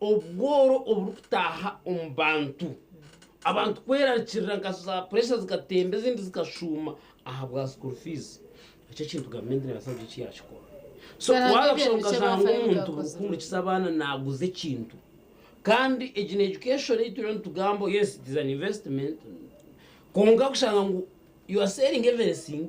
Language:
Nyankole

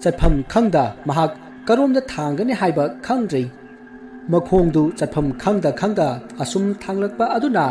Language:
Manipuri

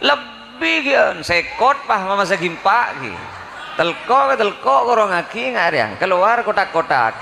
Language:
Madurese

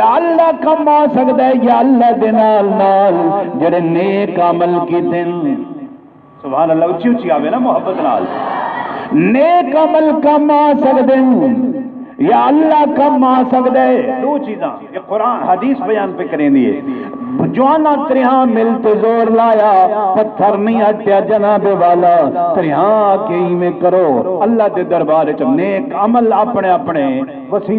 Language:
Saraiki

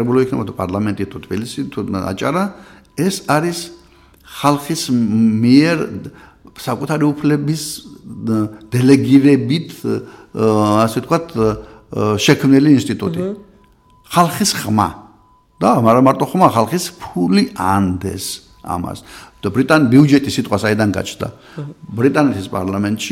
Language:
Georgian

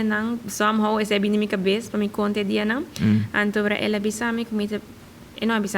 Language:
Papiamento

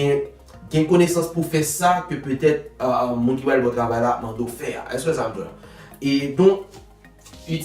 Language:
Haitian Creole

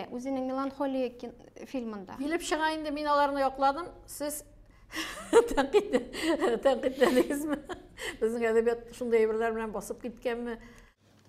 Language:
Tatar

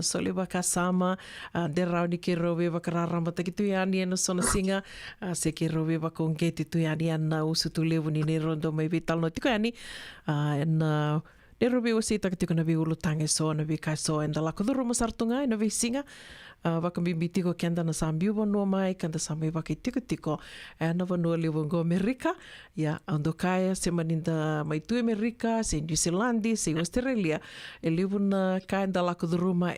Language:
Fijian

